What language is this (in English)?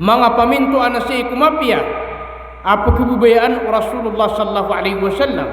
Maranao